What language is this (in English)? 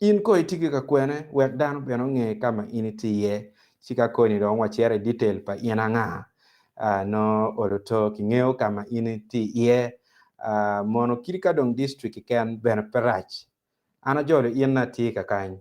Acoli